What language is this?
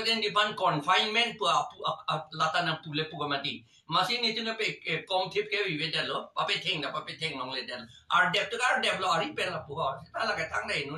Karbi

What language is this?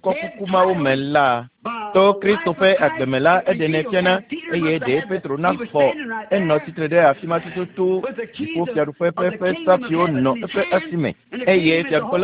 Ewe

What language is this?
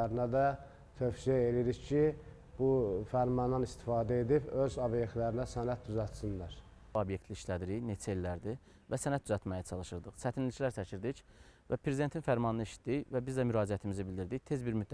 Azerbaijani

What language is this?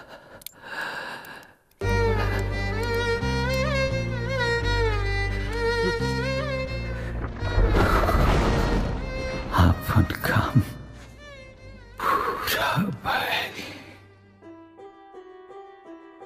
Bhojpuri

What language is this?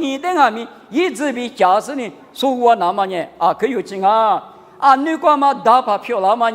Lisu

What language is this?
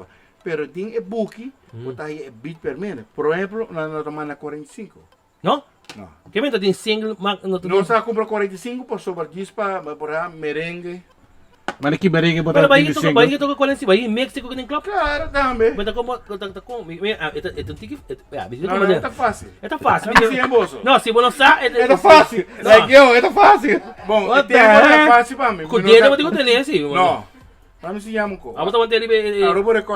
Papiamento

